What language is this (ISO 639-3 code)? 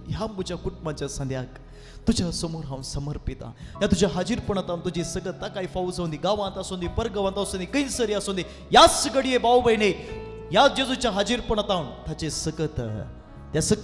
kok